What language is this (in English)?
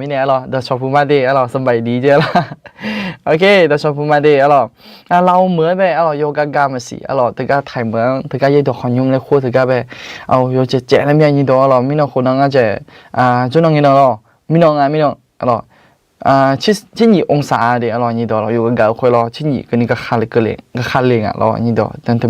Akha